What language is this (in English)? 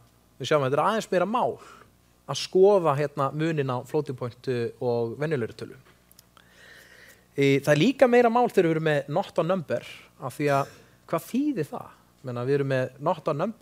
Icelandic